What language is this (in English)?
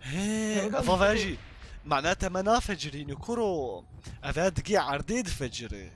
Kurdish